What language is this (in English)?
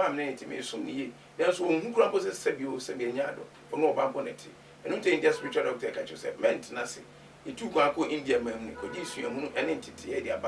Akan